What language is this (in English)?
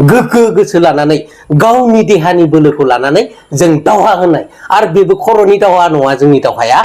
Bodo